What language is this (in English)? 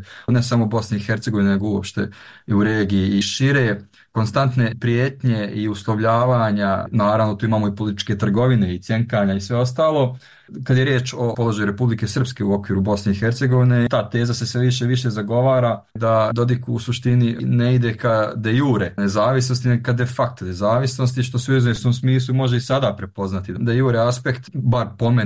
Bosnian